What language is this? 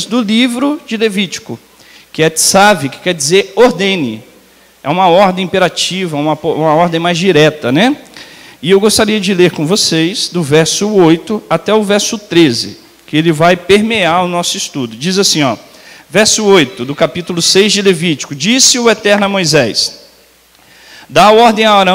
Portuguese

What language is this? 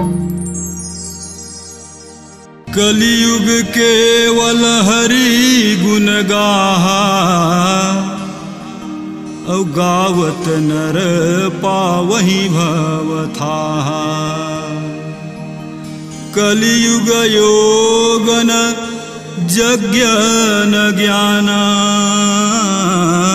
Chhattisgarhi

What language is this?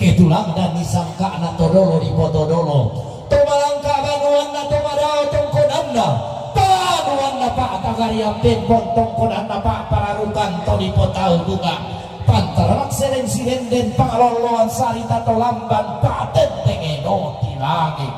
Toraja-Sa'dan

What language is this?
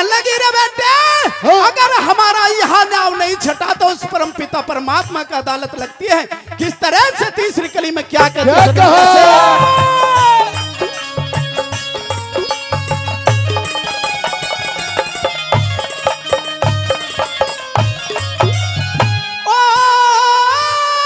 Hindi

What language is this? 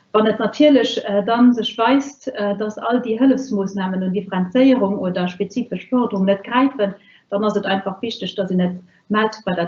Luxembourgish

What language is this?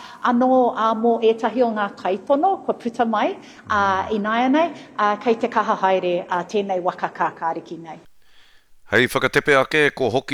Māori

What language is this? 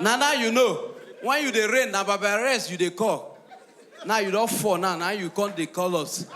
Nigerian Pidgin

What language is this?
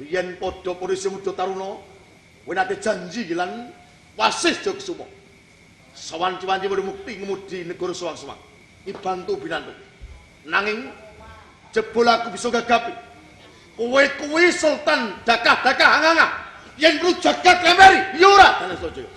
Javanese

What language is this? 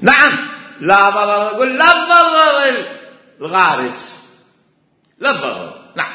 Mesopotamian Arabic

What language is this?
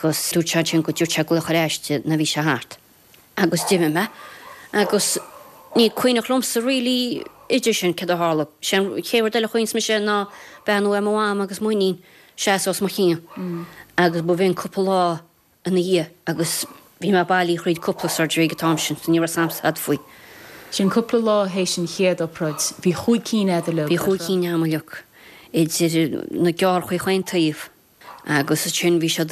Irish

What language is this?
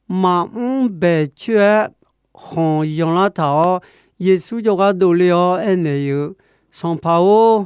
Akha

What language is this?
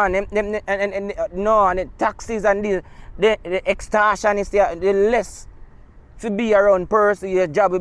Jamaican Creole English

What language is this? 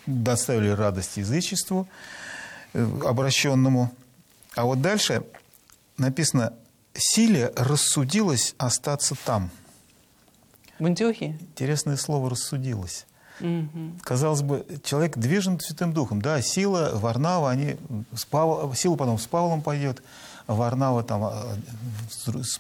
Russian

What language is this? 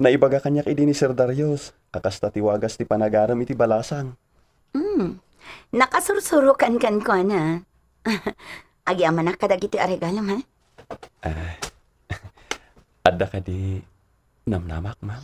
Iloko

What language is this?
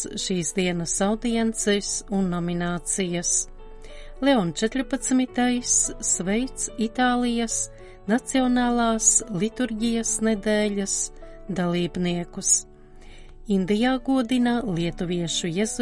Latvian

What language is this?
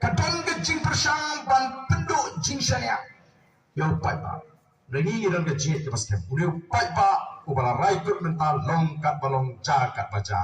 Khasi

